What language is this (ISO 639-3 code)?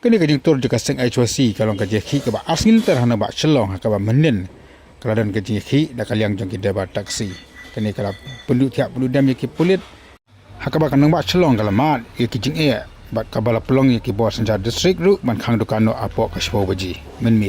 kha